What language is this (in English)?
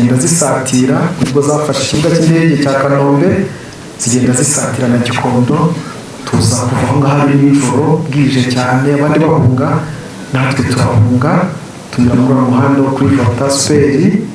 Kinyarwanda